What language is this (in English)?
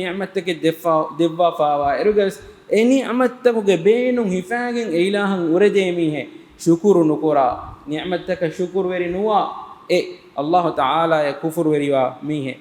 Divehi